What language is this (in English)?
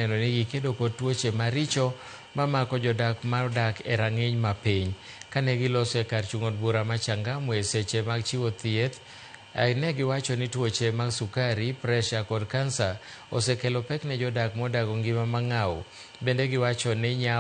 Luo (Kenya and Tanzania)